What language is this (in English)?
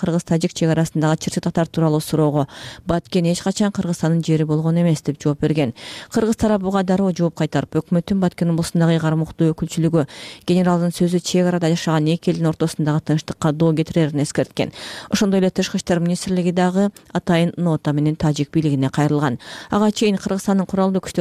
Kyrgyz